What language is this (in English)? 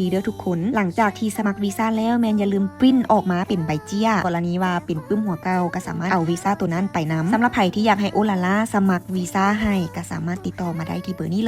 Lao